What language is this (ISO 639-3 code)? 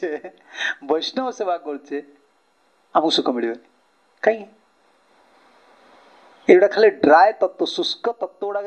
ori